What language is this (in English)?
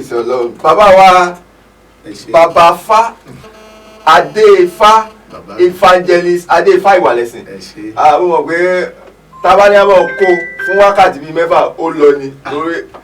Yoruba